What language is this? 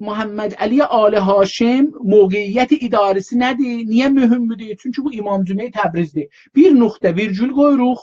South Azerbaijani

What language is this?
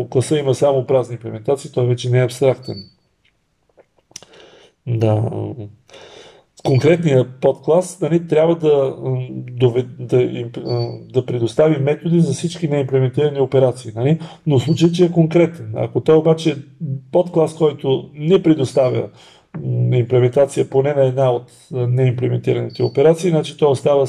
Bulgarian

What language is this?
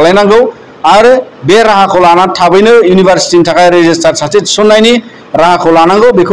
Bodo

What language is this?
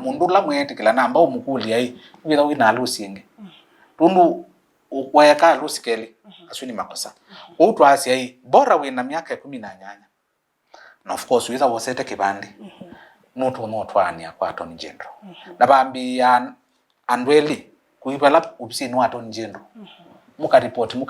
Kamba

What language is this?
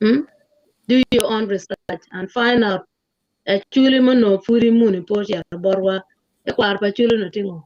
Acoli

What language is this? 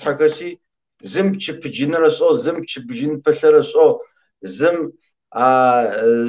Kabardian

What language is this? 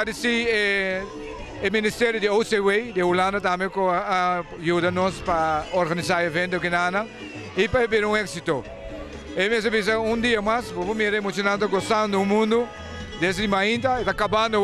Papiamento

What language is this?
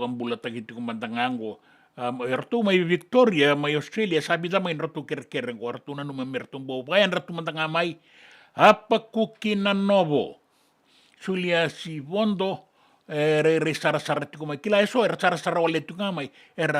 Fijian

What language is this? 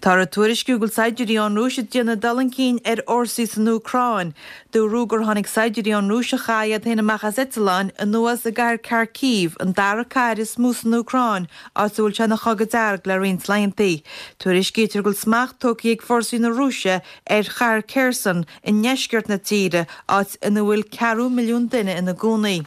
Irish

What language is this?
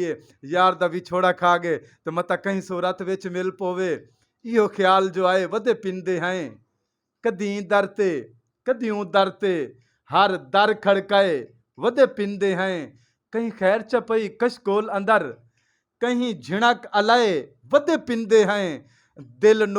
Saraiki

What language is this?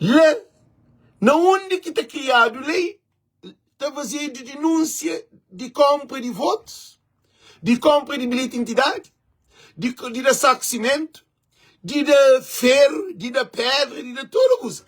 Kabuverdianu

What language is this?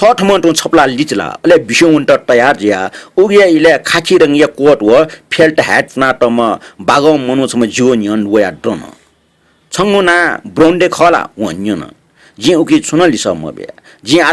Newari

